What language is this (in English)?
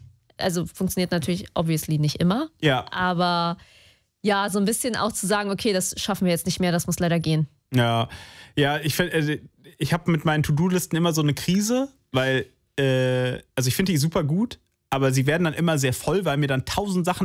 German